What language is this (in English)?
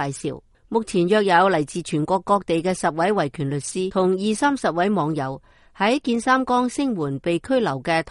Cantonese